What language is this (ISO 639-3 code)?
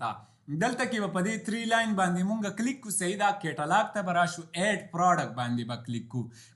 pus